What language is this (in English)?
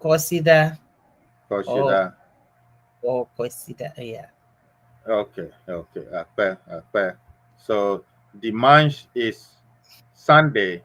Ewe